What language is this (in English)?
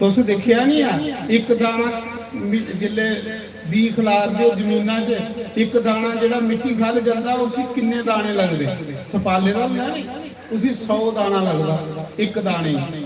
Dogri